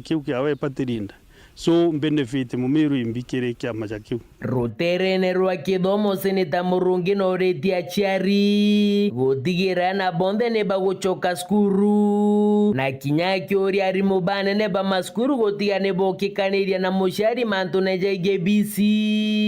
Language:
Meru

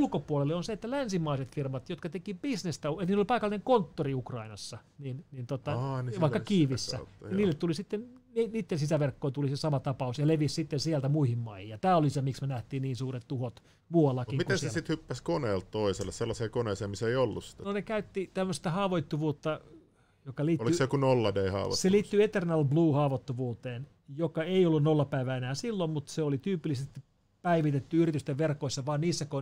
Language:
Finnish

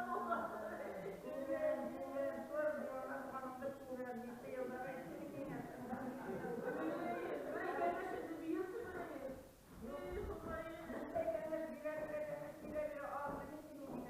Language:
Bashkir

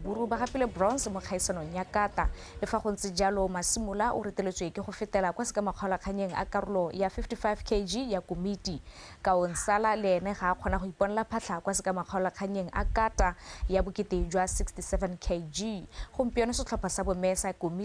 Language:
Tswana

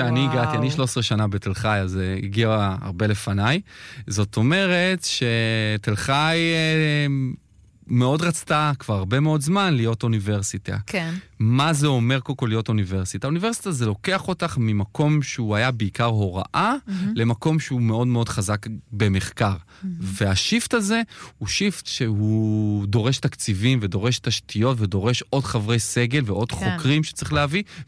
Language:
Hebrew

